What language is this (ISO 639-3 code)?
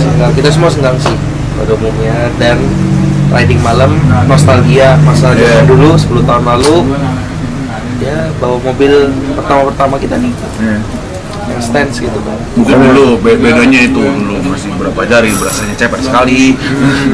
ind